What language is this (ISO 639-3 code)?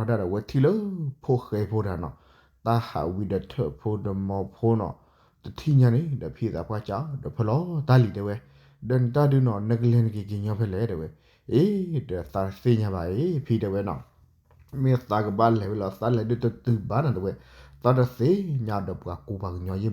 ksw